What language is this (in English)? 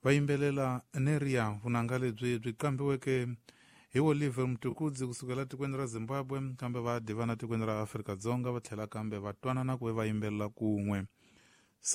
Tsonga